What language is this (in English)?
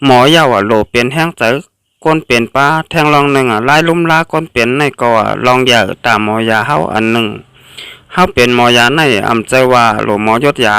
Shan